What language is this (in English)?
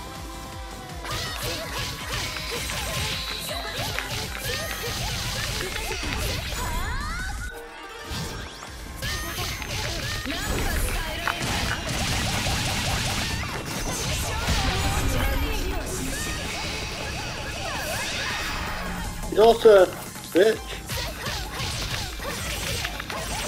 Japanese